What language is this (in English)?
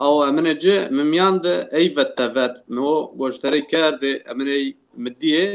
Zaza